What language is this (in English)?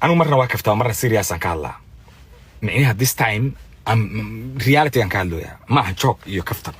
Somali